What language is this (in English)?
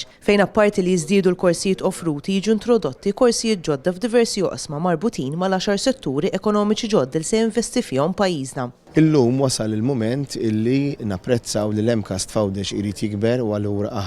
Maltese